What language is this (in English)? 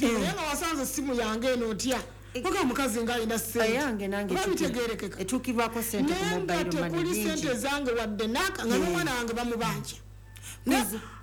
Ganda